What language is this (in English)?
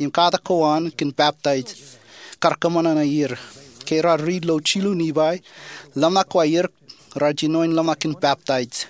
Marshallese